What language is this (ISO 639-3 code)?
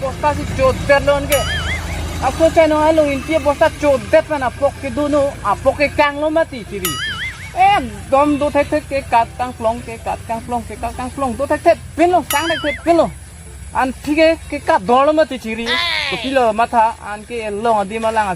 mjw